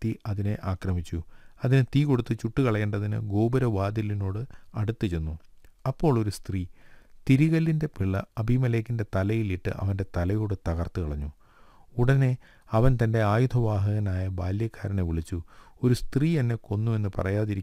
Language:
Malayalam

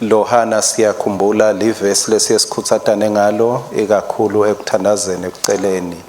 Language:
Swati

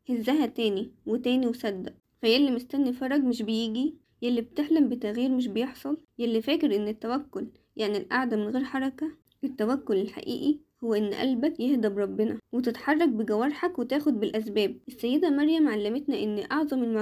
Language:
Egyptian Arabic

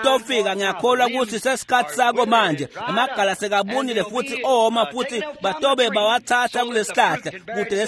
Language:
Swati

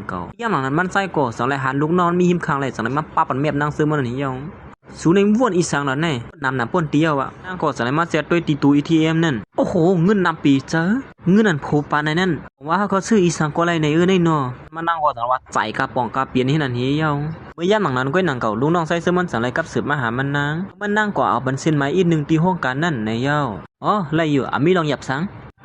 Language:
Shan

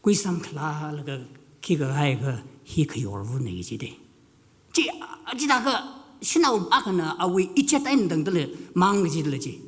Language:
Tangkhul Naga (India)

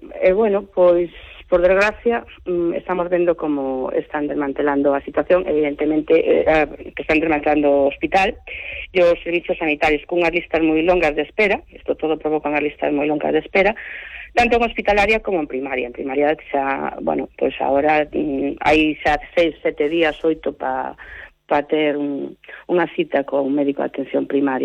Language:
Galician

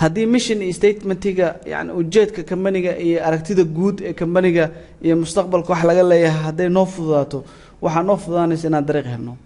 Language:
Somali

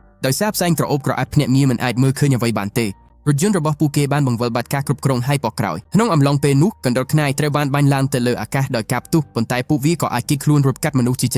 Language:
Khmer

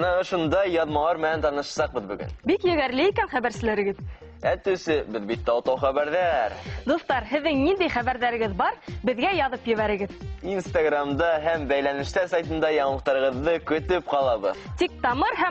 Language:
Bashkir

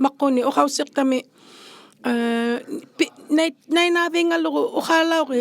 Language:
Inuktitut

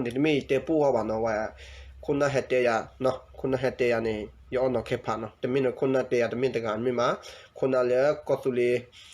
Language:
S'gaw Karen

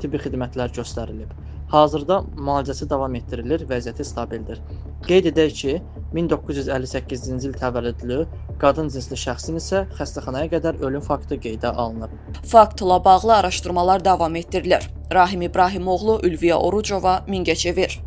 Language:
Azerbaijani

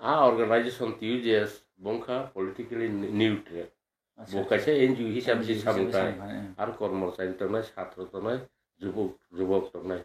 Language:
Kok Borok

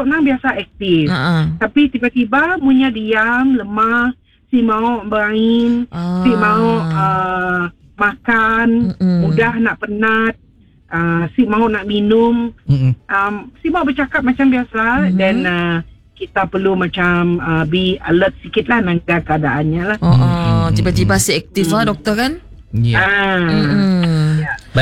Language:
Malay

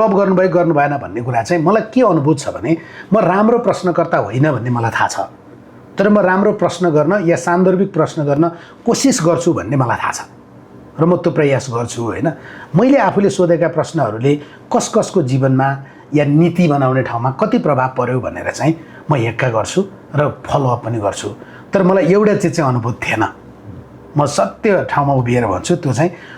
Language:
Nepali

